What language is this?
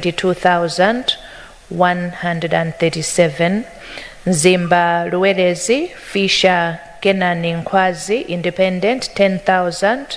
Nyanja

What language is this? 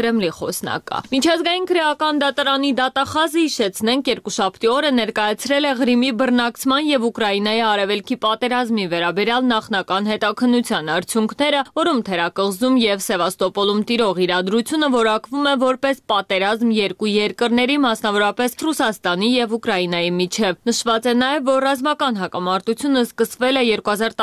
Armenian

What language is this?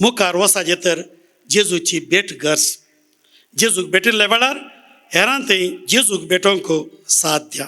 Konkani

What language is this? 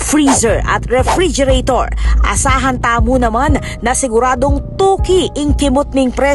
Pampanga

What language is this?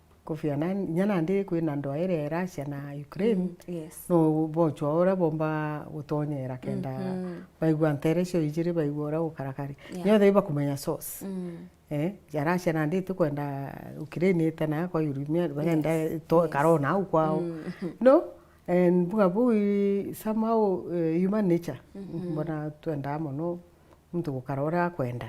Meru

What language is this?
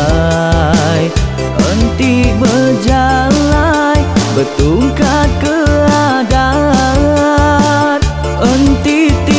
Iban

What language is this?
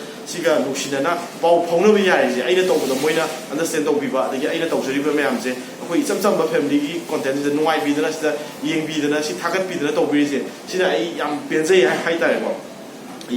Manipuri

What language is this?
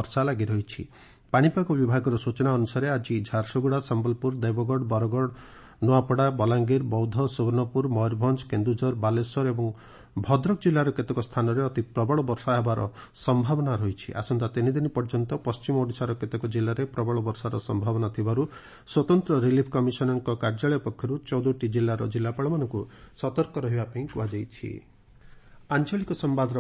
Odia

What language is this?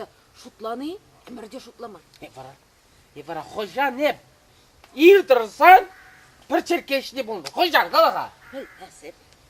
Chuvash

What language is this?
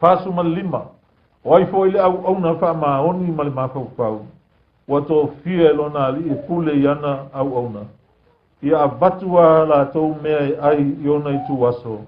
Samoan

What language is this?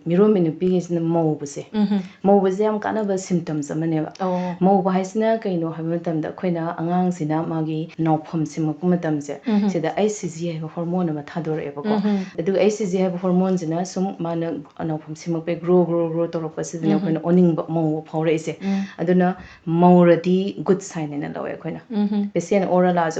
Manipuri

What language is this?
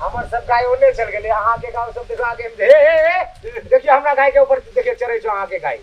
Maithili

